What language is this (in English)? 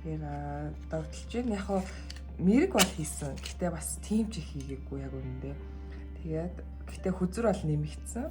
Mongolian